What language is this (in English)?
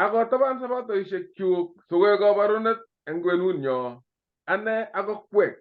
Kalenjin